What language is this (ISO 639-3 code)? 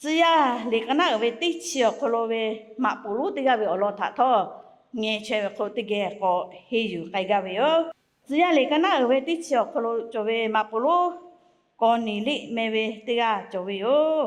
lhu